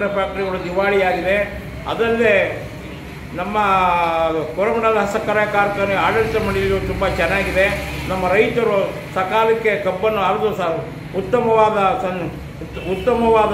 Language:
Kannada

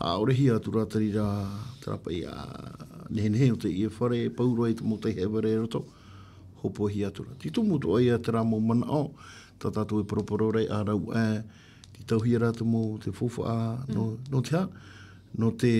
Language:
Tahitian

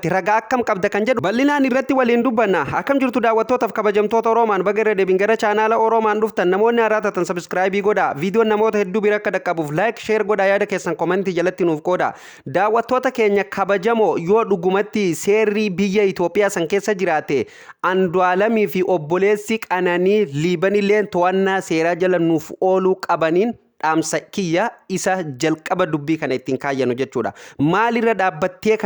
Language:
Oromo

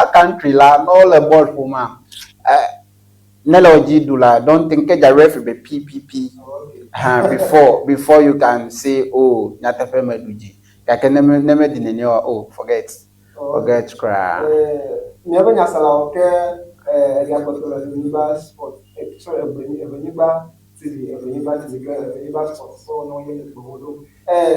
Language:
Ewe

